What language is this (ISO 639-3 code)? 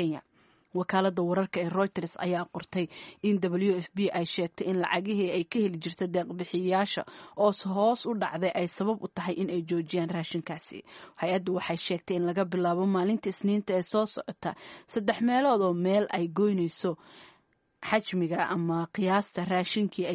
som